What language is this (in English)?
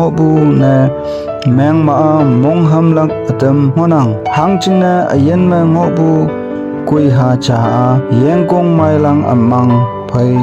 Konyak Naga